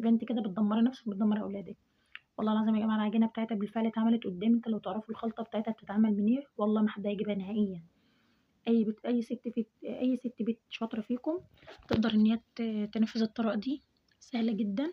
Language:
Egyptian Arabic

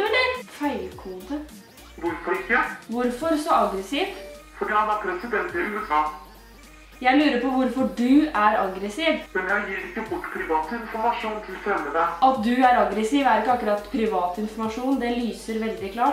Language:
Norwegian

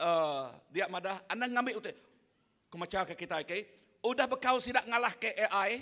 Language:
Iban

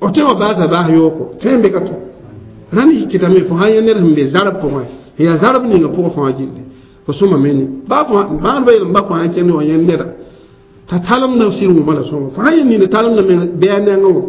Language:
Mossi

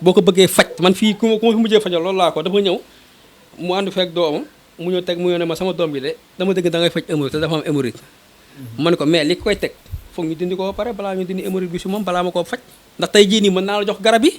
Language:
Wolof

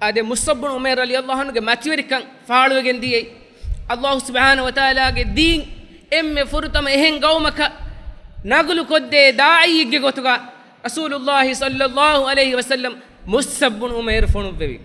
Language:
Divehi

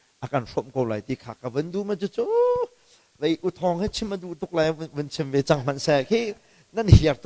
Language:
Hakha Chin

